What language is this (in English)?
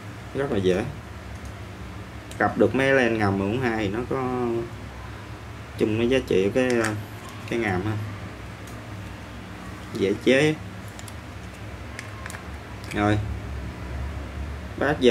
Vietnamese